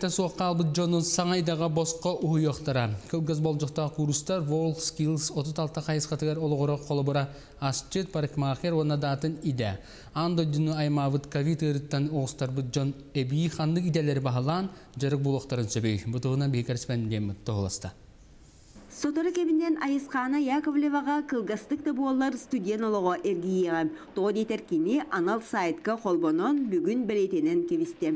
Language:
Yakut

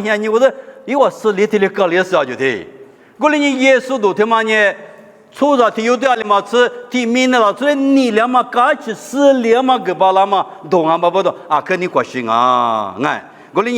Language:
Lisu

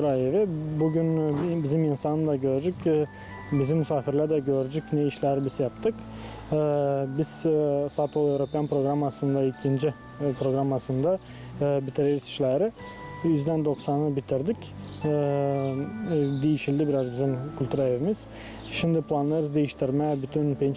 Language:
Gagauz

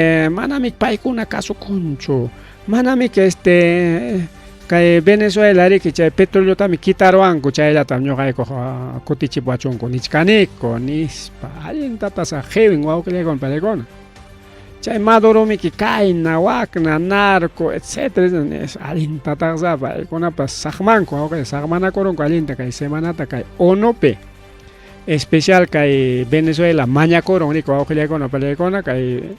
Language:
Ayacucho Quechua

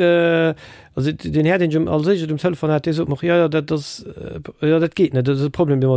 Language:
Luxembourgish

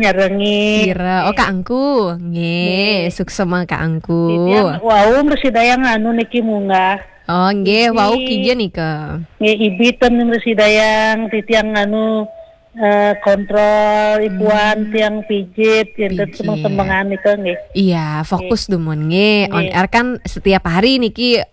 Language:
Balinese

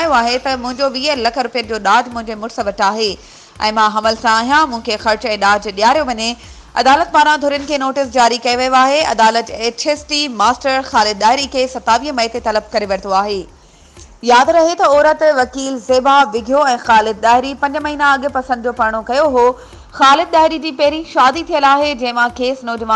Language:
Sindhi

